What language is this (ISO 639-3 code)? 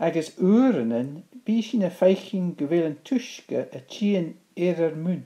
gla